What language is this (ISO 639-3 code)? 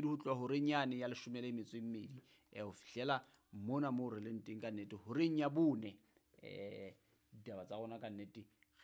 sot